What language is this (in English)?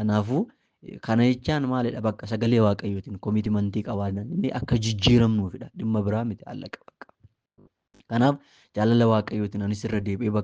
Oromo